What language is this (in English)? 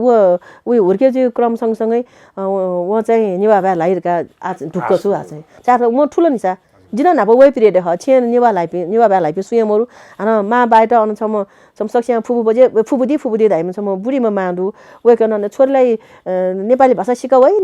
Newari